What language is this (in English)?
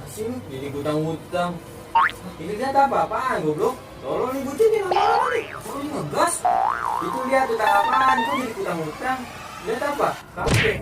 Betawi